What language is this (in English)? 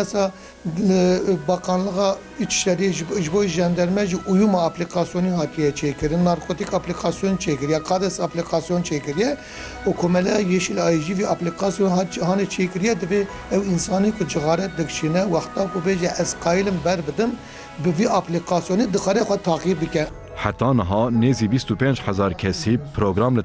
Kurdish